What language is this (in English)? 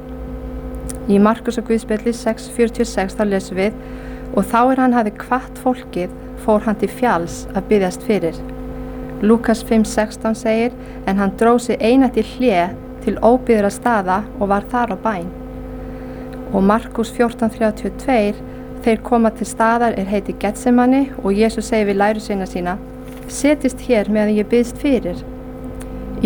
Icelandic